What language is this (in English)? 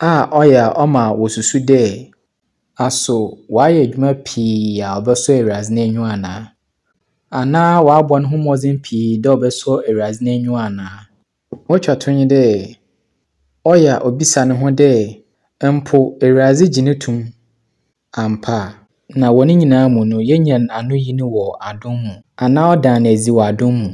Akan